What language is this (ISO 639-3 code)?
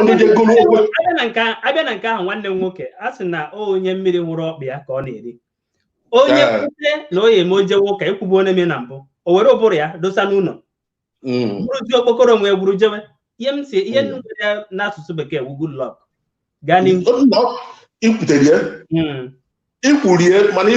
ibo